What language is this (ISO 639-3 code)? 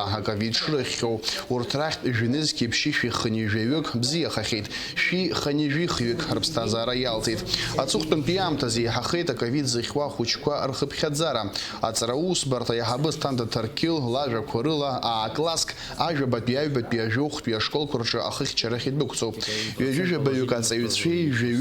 abk